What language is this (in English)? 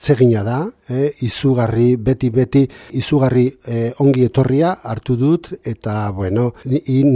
Basque